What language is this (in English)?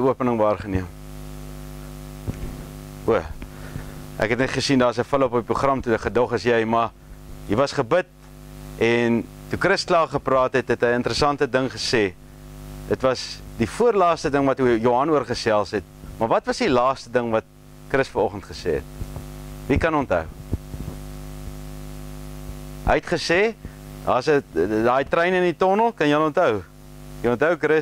Afrikaans